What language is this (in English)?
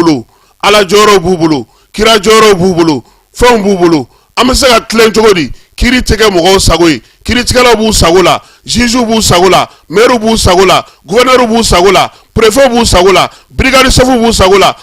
Bambara